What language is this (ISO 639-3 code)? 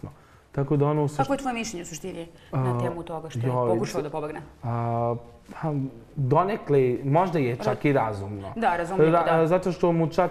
srp